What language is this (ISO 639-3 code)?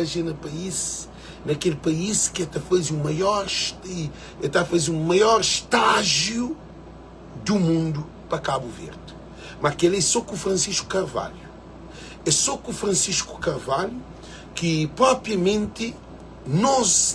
kea